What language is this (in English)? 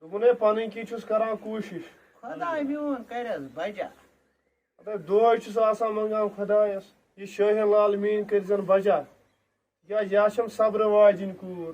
Kashmiri